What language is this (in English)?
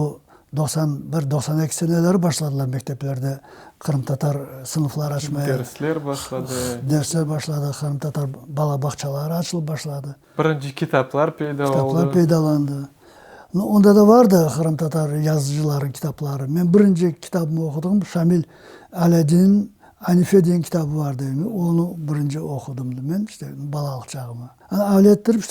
Crimean Tatar